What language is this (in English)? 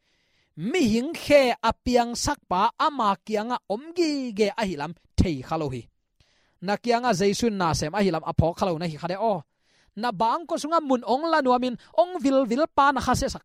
Tedim Chin